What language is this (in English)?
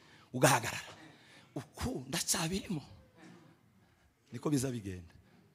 Kinyarwanda